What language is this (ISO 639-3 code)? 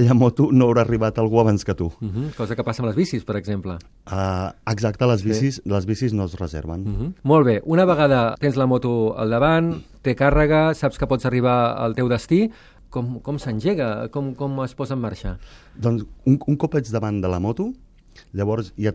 cat